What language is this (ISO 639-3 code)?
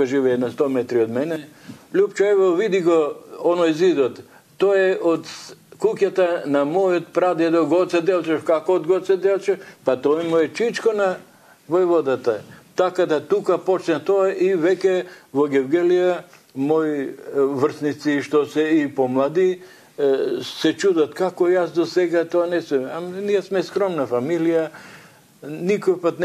mkd